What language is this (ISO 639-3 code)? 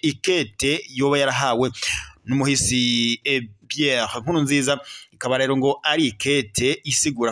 run